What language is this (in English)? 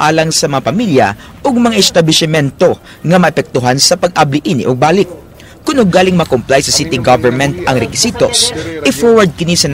Cebuano